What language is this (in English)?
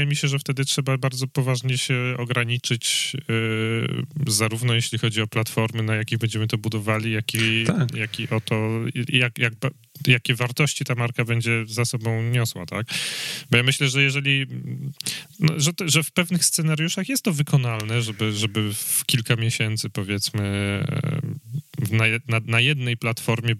Polish